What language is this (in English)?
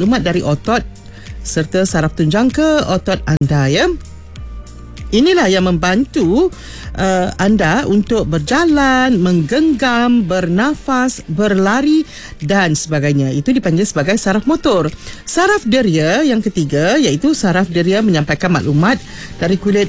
Malay